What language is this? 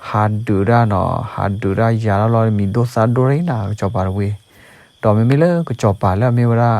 S'gaw Karen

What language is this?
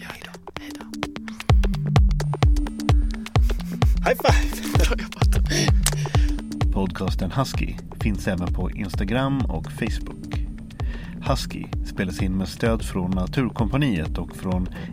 Swedish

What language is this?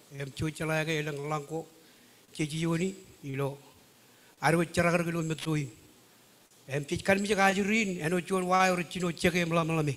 Marshallese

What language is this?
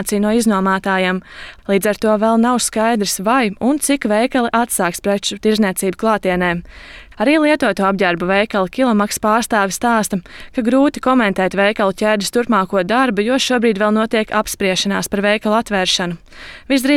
Latvian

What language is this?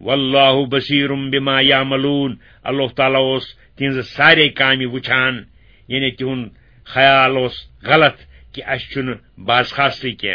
Kashmiri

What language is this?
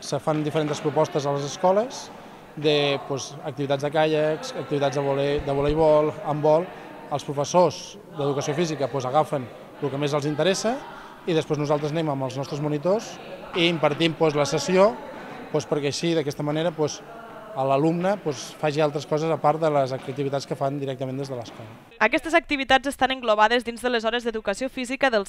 Catalan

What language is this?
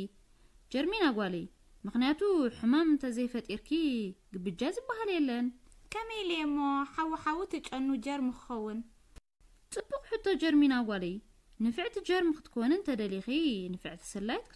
Tigrinya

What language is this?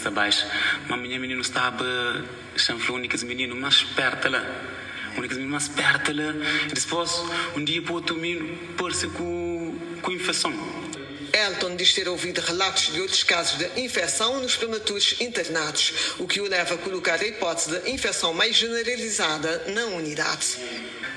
Kabuverdianu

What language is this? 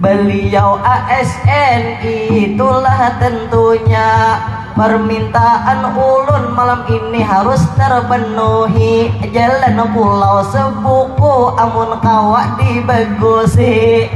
Banjar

